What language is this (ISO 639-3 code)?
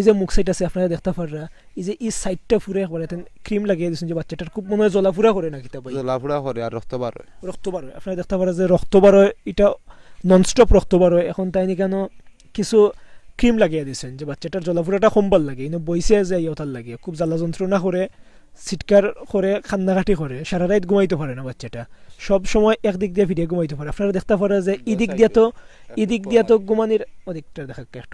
syl